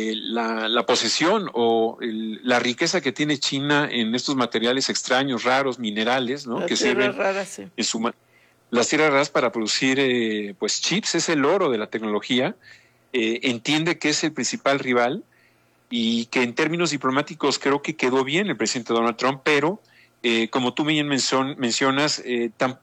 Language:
Spanish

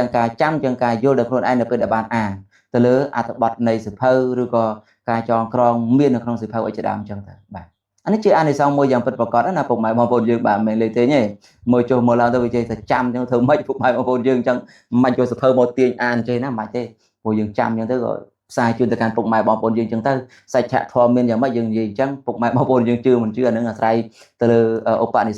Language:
Khmer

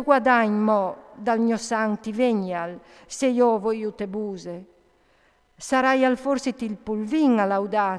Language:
Friulian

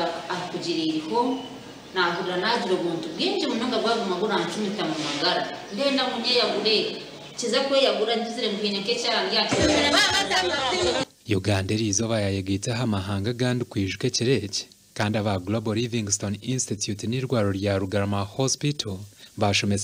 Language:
Nyankole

